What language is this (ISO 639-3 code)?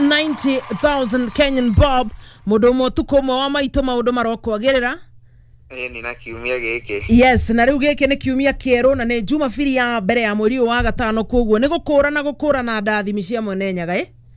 kik